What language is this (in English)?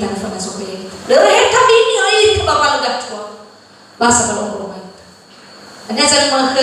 Nias